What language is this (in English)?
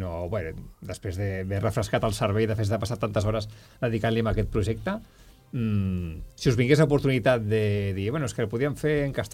Catalan